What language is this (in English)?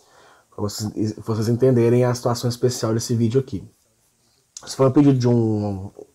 Portuguese